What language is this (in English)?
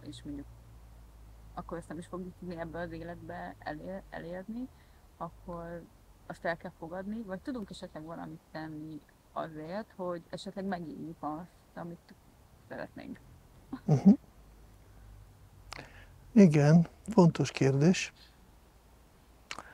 Hungarian